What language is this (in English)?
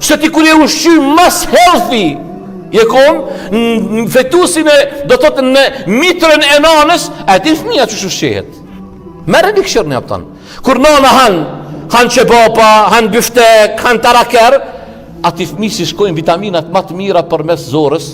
Albanian